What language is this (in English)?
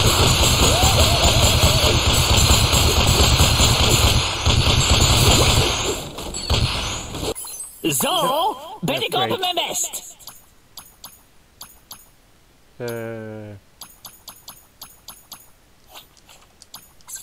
Dutch